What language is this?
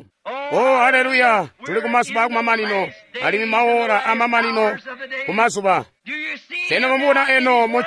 Tonga (Zambia)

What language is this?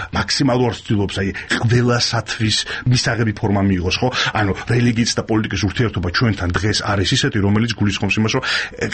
Georgian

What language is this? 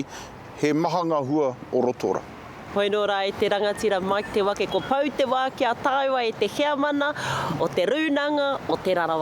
Māori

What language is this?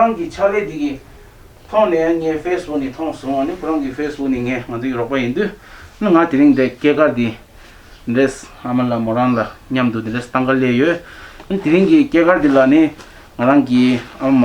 Tibetan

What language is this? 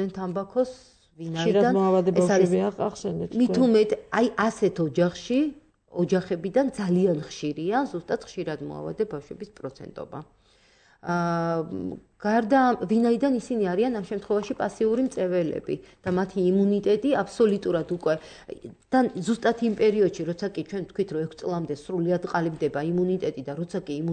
Georgian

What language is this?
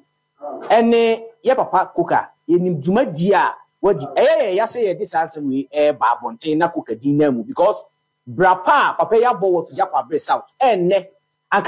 Akan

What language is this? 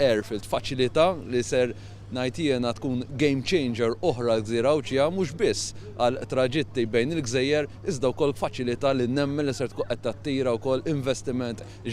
Maltese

